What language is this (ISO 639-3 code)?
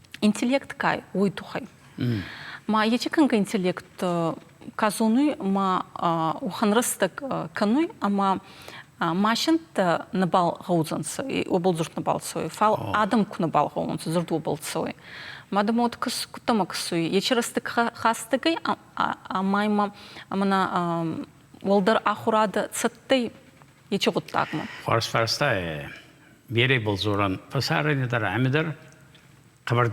oss